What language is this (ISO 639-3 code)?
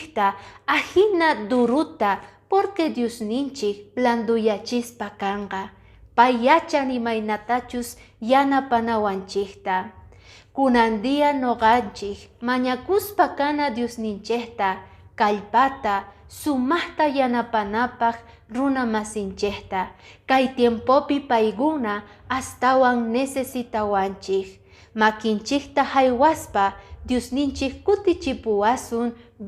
que